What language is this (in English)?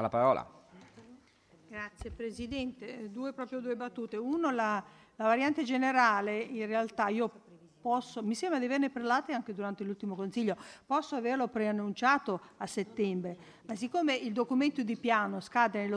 Italian